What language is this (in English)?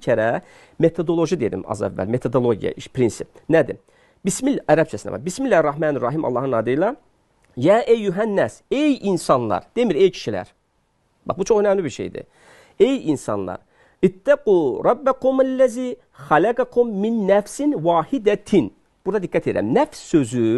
Azerbaijani